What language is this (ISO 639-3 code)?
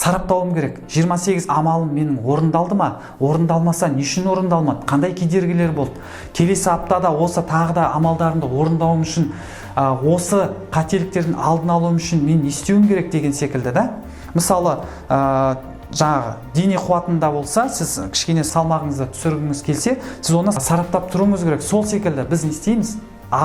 kaz